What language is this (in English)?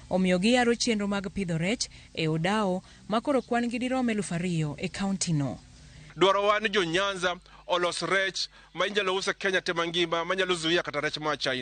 Luo (Kenya and Tanzania)